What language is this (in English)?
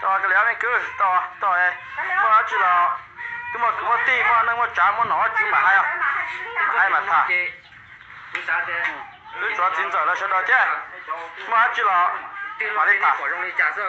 Hmong